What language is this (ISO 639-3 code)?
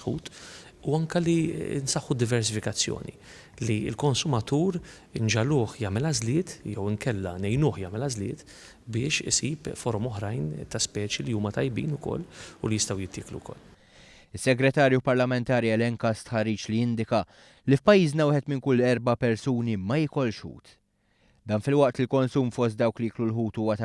mlt